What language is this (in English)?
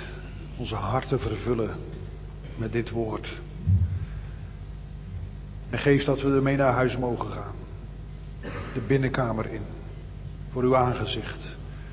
Dutch